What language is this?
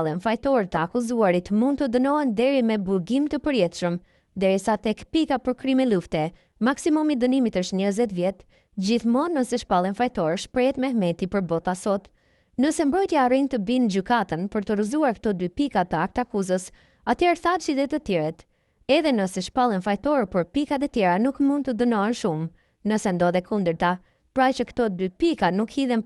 Albanian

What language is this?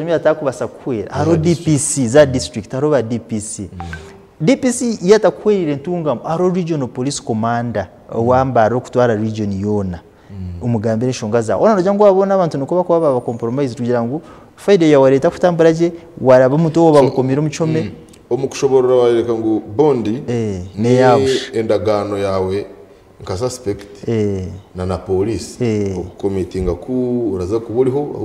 Nyankole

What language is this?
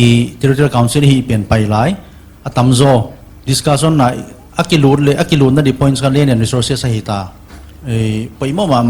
Paite Chin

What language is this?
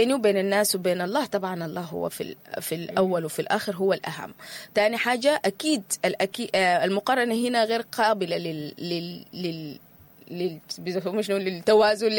Sudanese Arabic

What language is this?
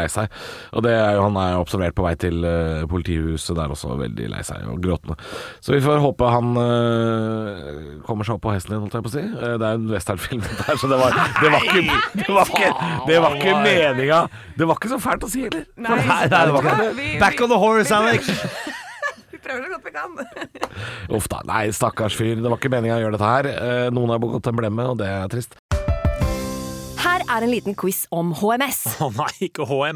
Norwegian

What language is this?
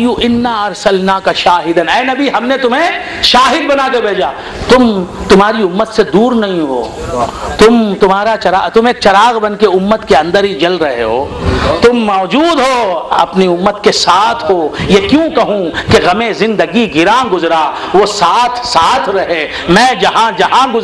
Urdu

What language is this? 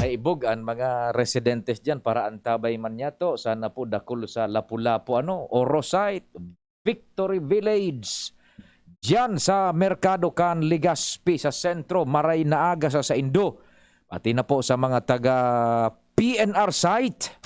Bikol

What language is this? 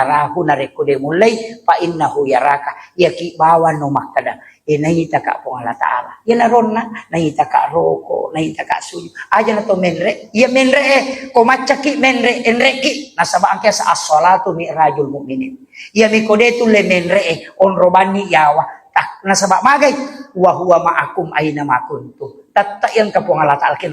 Buginese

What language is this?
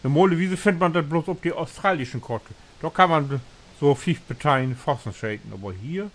Low German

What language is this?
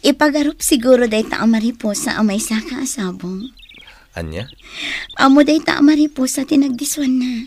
Iloko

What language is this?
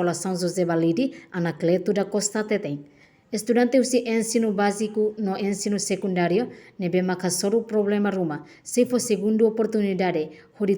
Tetum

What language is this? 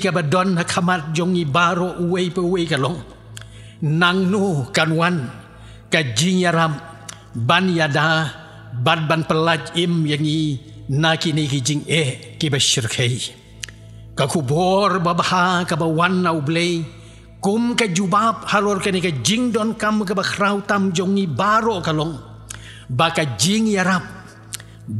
Khasi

